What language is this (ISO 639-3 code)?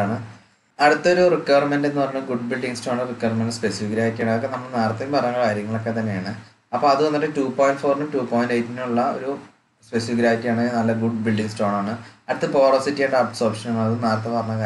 mal